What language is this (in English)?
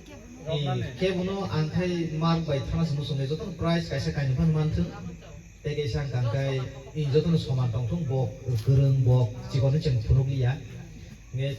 Kok Borok